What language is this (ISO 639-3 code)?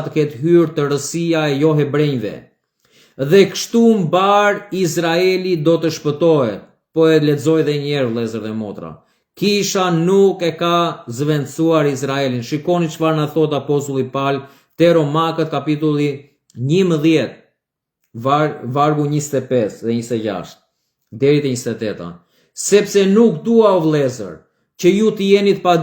sqi